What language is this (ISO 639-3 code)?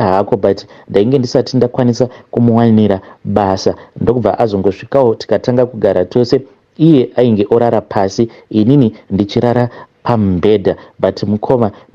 sna